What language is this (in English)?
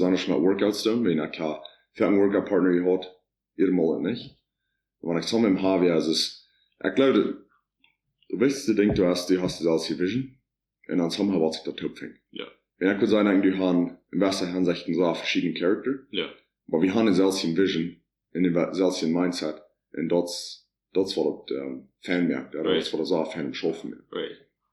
Plautdietsch